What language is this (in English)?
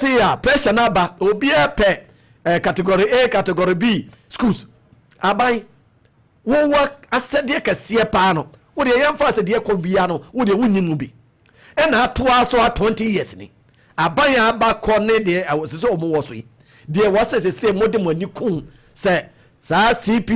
Akan